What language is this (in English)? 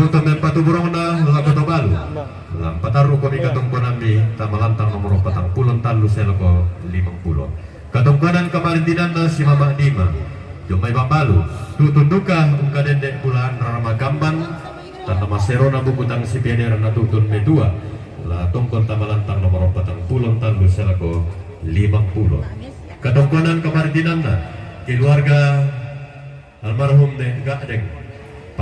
Toraja-Sa'dan